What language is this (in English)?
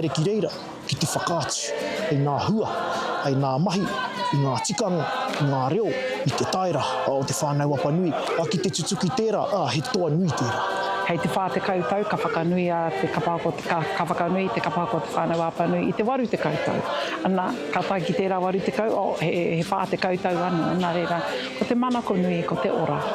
Māori